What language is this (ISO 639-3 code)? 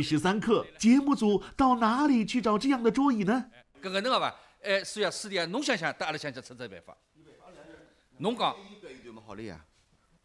wuu